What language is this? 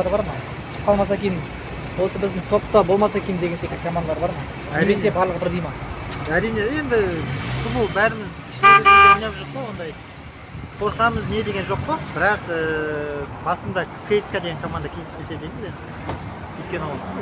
Kazakh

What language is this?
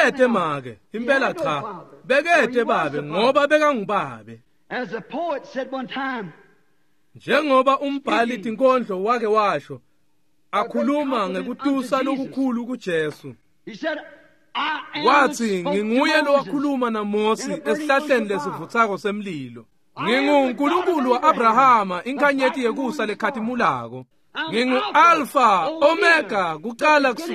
Swati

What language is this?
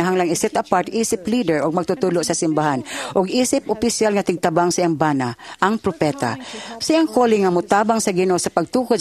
Cebuano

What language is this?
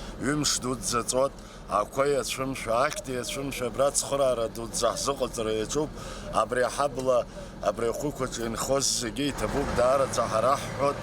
Abkhazian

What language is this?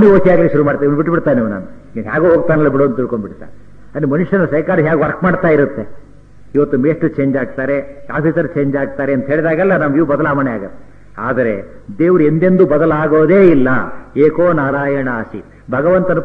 Kannada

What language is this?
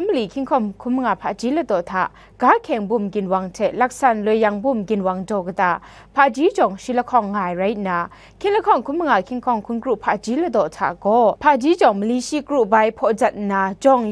Kachin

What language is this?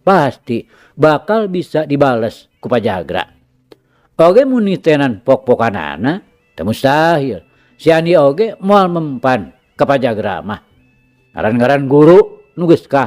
Sundanese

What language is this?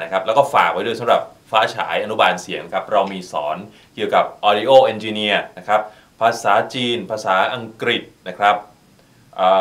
Thai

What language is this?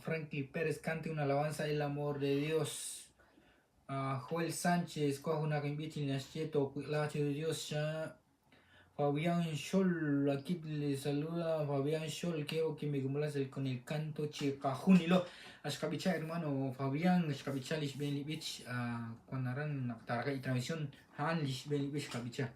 Kekchí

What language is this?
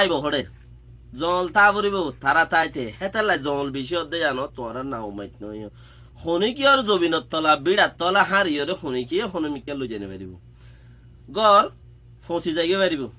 Rohingya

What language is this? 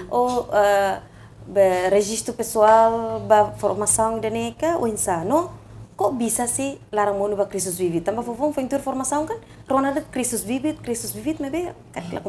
Tetum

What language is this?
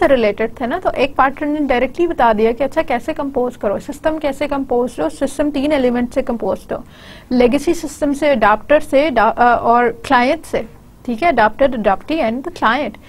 Hindi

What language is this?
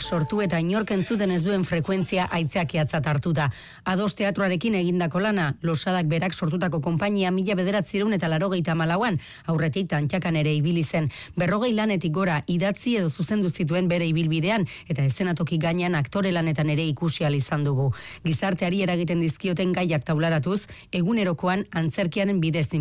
Basque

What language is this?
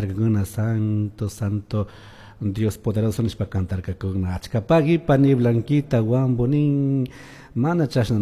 Chimborazo Highland Quichua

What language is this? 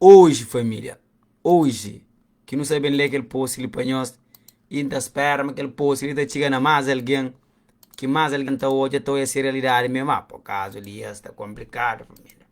Kabuverdianu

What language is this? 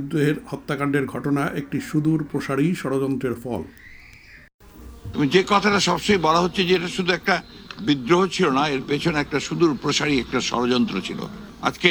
Bangla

